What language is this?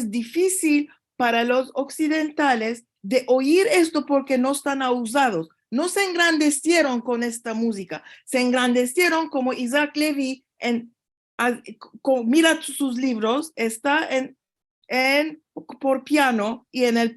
Ladino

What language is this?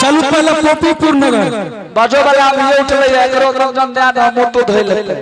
Angika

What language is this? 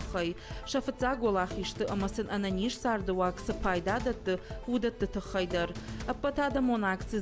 Ossetic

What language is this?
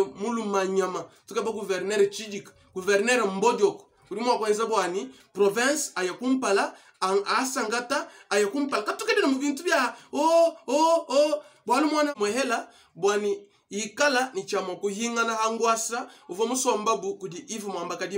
Luba-Lulua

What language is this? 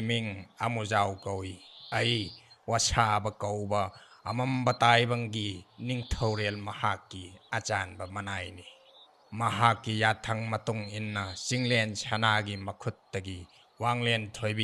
Manipuri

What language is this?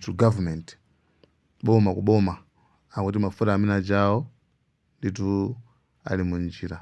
Nyanja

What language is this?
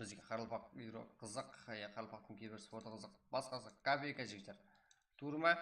Kara-Kalpak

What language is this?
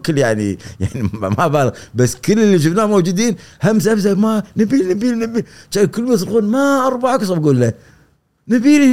Gulf Arabic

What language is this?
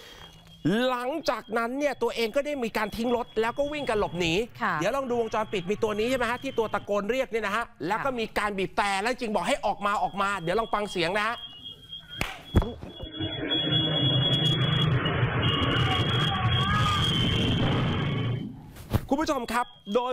Thai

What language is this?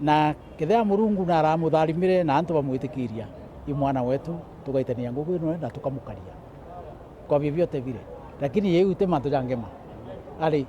Meru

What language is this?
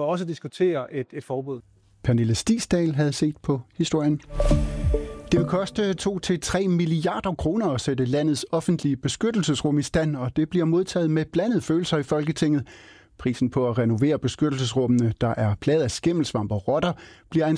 Danish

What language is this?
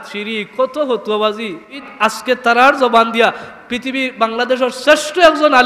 Sylheti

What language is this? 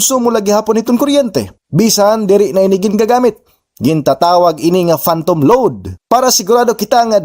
Waray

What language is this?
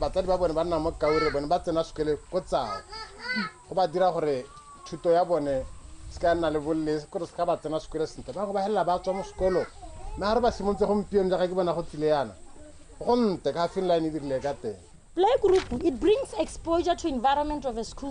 Tswana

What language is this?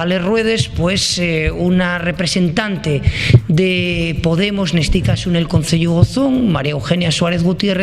Asturian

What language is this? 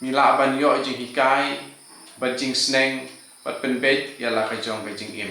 Khasi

